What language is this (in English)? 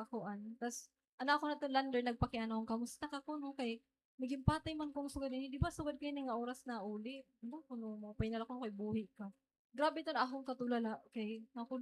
Waray